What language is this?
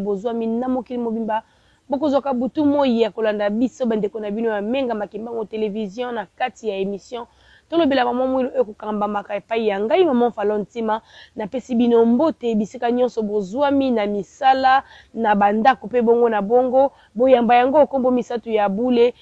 Lingala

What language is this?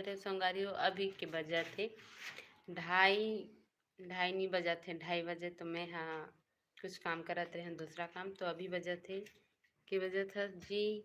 Chhattisgarhi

